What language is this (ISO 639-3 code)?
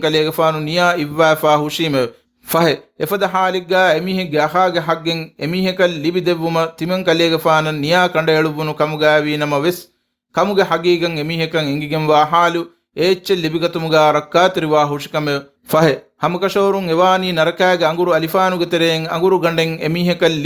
div